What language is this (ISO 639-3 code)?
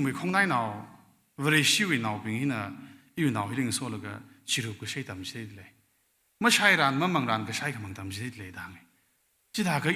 nmf